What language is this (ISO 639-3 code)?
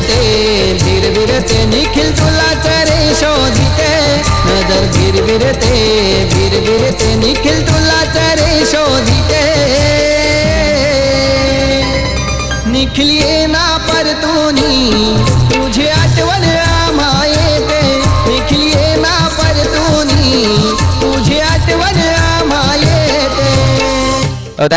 mar